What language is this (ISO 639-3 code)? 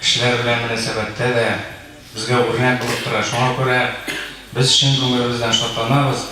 tat